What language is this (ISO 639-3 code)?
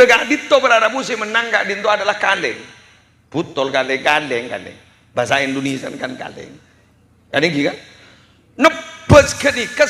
mad